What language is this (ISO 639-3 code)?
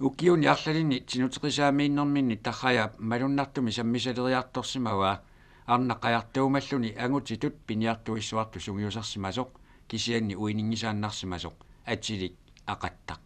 kal